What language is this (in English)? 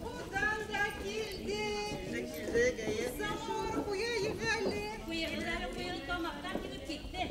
Bashkir